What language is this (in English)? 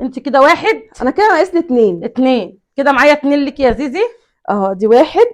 Egyptian Arabic